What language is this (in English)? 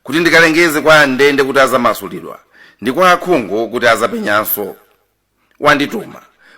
Nyanja